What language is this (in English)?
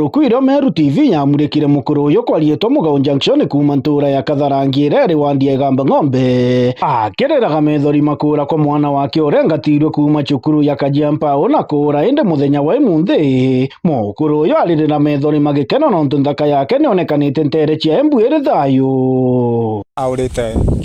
Meru